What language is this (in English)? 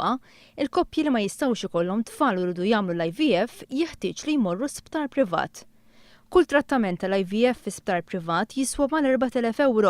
Maltese